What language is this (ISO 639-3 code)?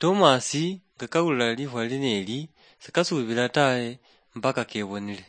luy